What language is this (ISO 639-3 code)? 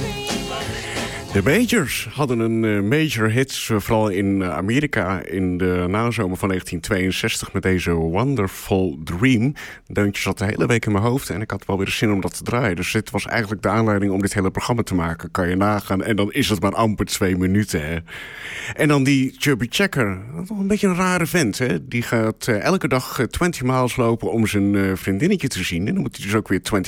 nld